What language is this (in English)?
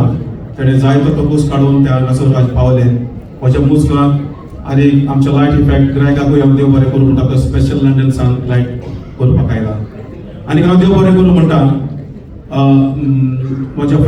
Konkani